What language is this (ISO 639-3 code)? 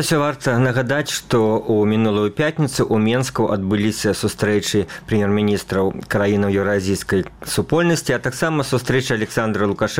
bel